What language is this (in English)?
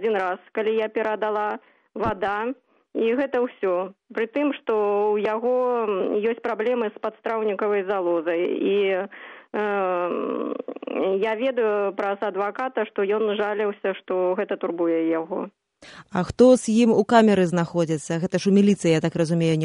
Belarusian